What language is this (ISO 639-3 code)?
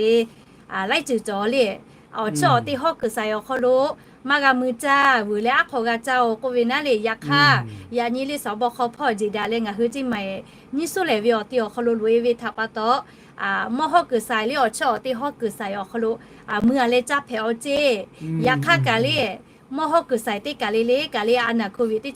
lhu